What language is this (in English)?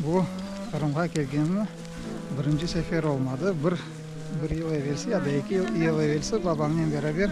Crimean Tatar